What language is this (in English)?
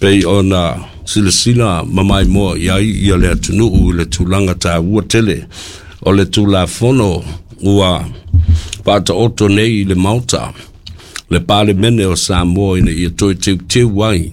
Samoan